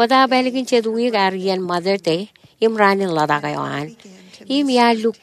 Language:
Marshallese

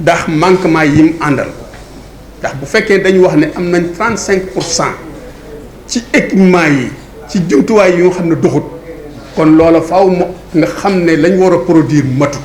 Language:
Wolof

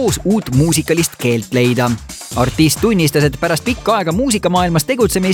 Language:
Estonian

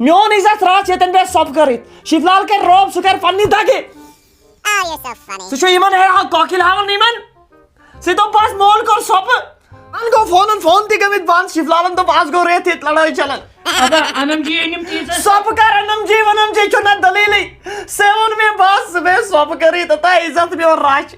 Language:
Kashmiri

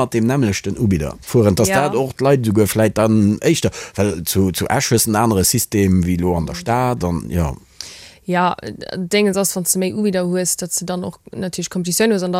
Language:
Luxembourgish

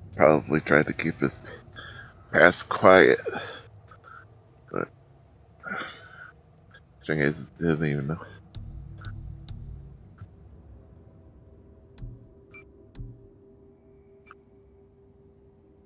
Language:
English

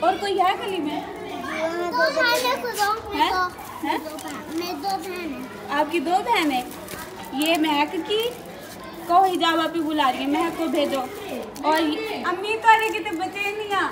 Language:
Saraiki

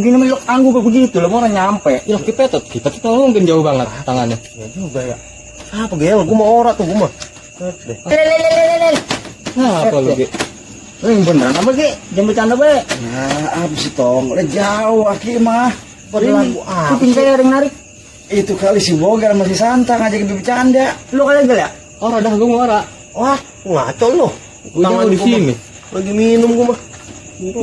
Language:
Betawi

